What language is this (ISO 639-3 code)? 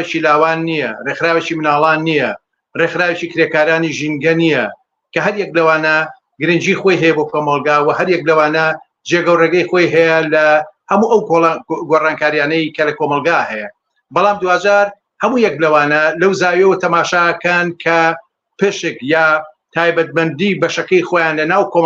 ckb